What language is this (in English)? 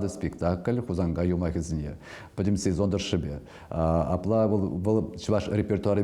Chuvash